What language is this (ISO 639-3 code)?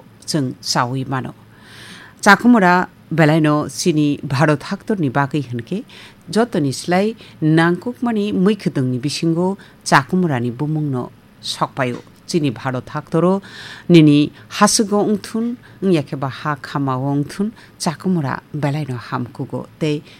trp